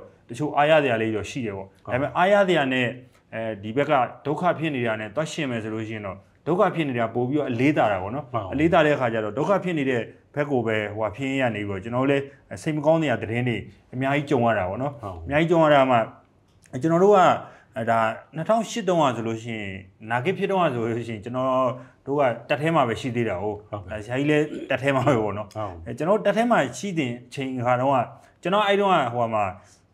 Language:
Burmese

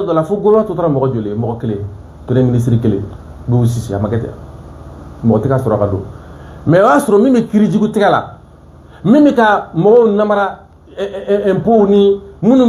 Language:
Bambara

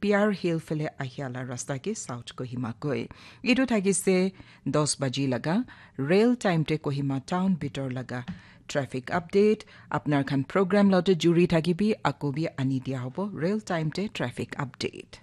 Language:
Naga Pidgin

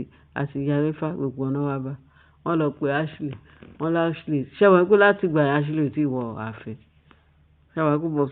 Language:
Yoruba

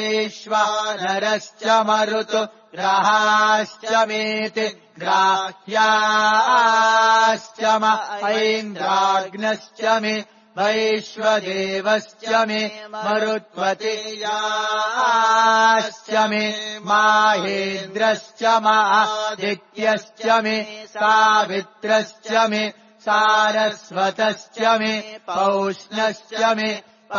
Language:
Sanskrit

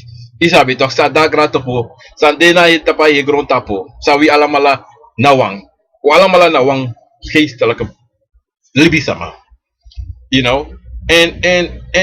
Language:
Sranan Tongo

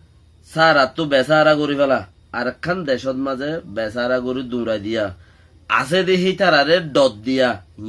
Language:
Rohingya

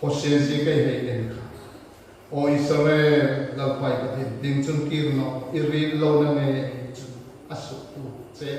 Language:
Hmar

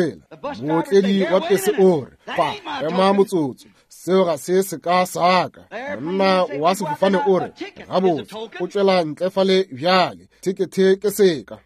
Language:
Northern Sotho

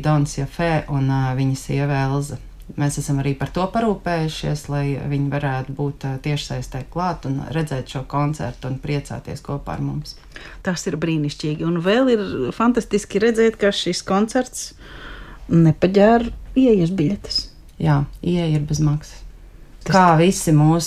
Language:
Latvian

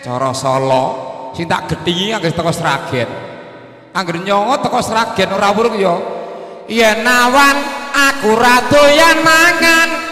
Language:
Javanese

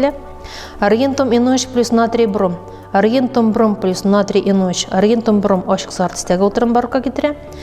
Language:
Tatar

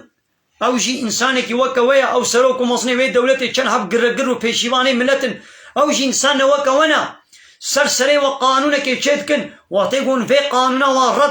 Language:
Kurdish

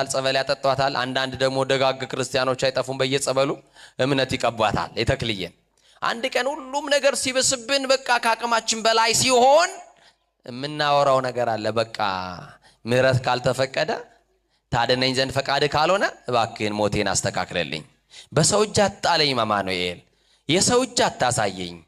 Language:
Amharic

